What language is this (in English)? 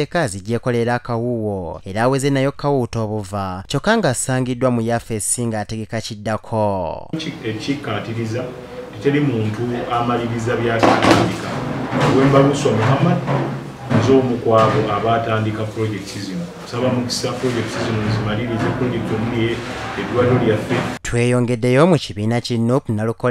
Ganda